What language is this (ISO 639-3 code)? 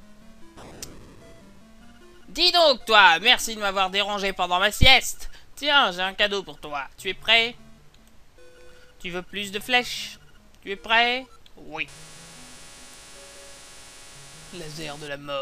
fra